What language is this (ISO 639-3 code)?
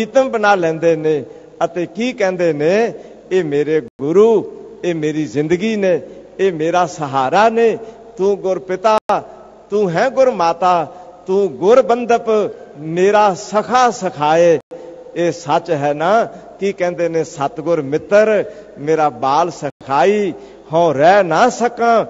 pan